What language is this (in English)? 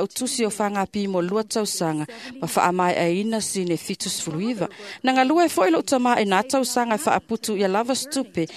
Samoan